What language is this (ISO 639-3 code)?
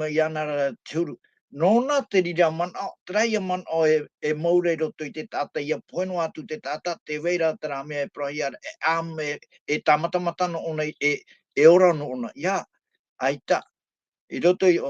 tah